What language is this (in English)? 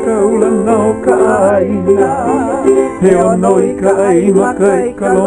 Hawaiian